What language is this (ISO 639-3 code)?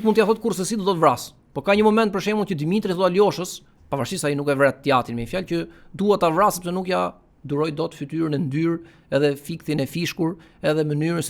sqi